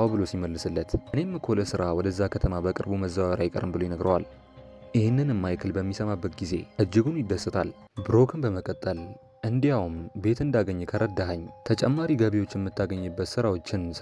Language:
Amharic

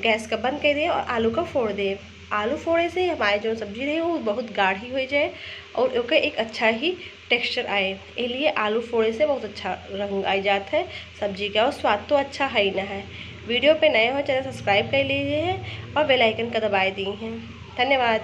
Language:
Awadhi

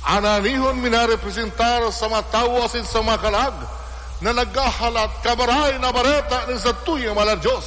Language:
Bikol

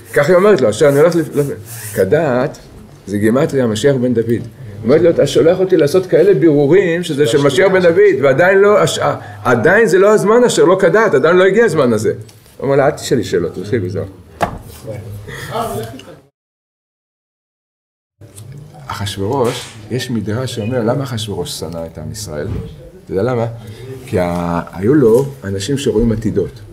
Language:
Hebrew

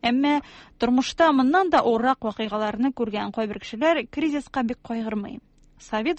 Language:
Tatar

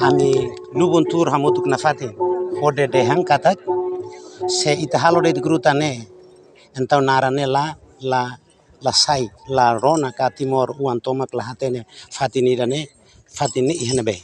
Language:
Tetum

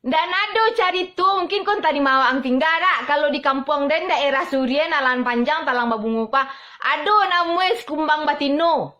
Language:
Minangkabau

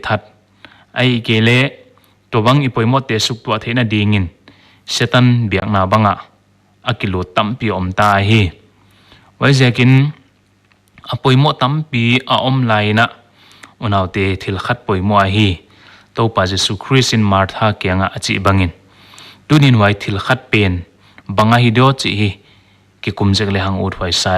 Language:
Paite Chin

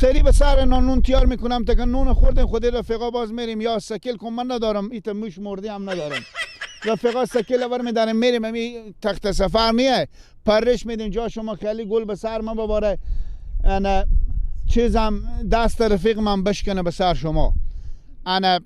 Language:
Persian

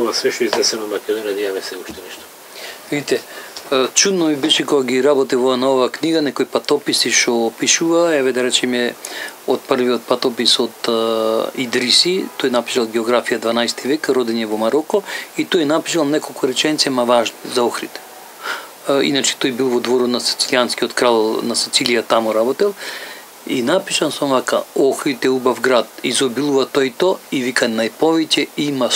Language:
Macedonian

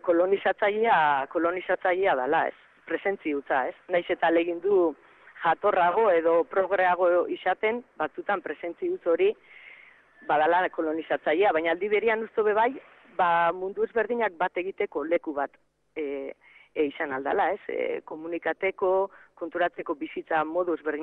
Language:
Basque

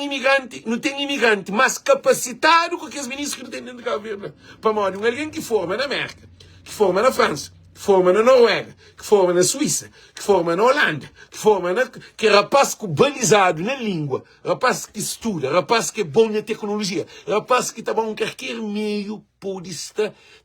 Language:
Kabuverdianu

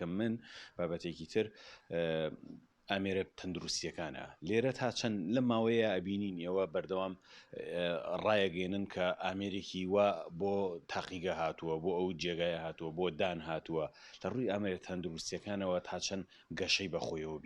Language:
Central Kurdish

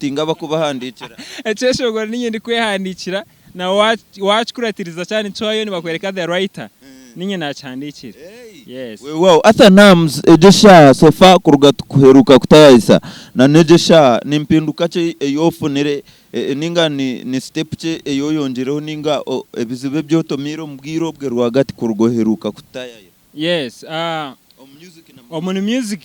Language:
Nyankole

